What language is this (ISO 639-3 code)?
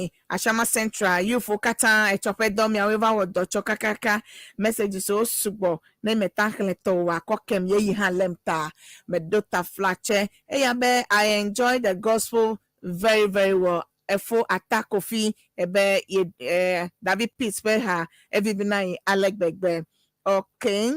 ewe